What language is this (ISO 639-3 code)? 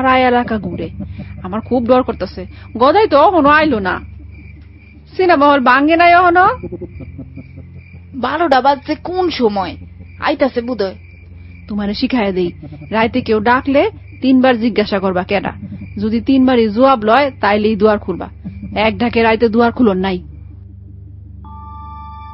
ben